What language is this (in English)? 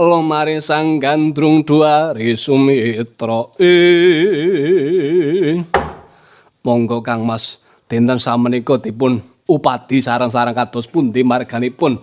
Javanese